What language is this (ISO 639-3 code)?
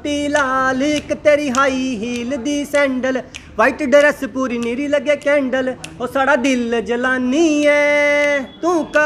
doi